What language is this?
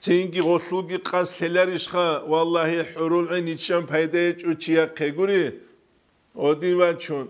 Avaric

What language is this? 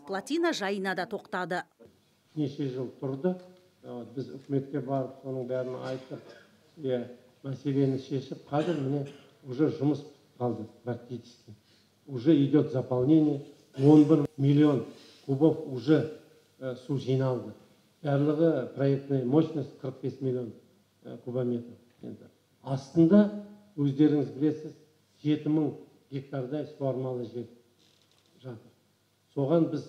Kazakh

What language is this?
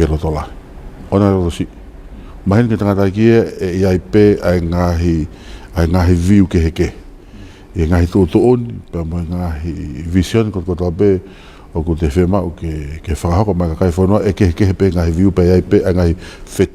Tongan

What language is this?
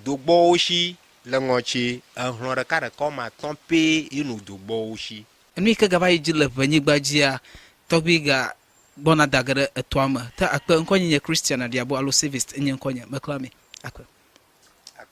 Ewe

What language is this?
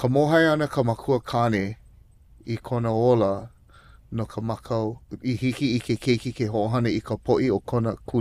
Hawaiian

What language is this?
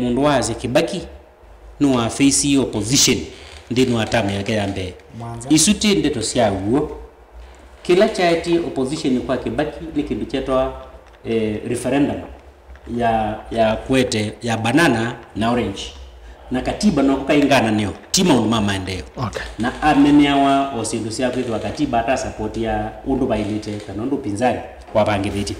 Kamba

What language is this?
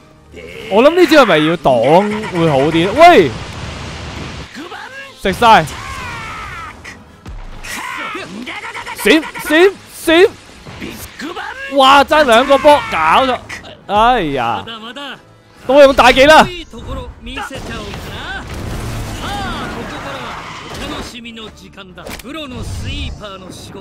Cantonese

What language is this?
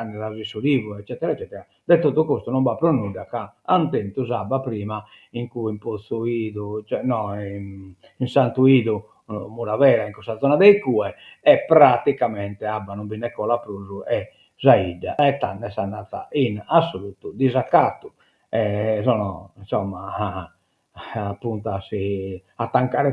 Sardinian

